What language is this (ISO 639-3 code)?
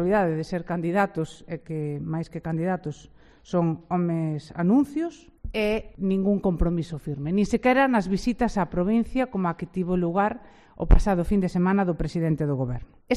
glg